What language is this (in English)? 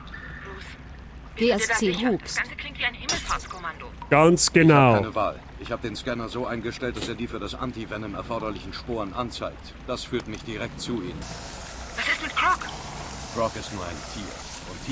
Bavarian